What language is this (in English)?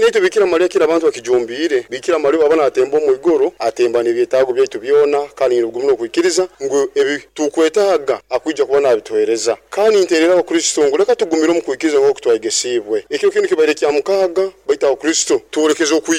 Nyoro